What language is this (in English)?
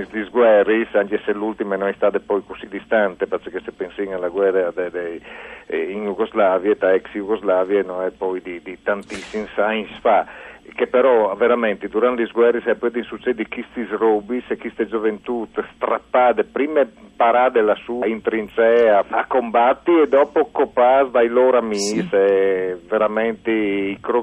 Friulian